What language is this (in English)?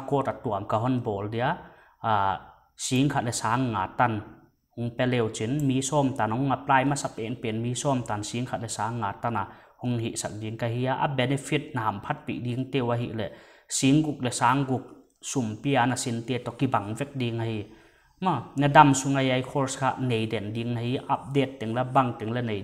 Paite Chin